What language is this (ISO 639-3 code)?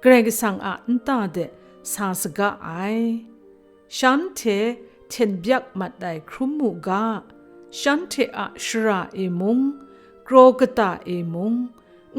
kac